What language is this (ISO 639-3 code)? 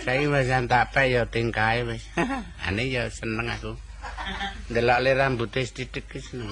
jav